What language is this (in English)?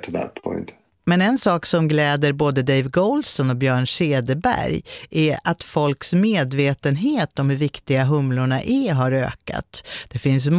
Swedish